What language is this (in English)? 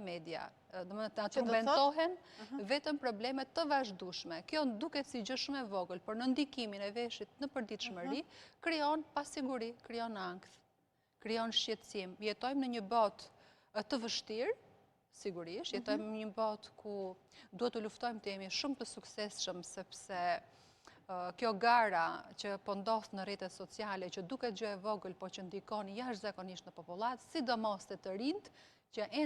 Albanian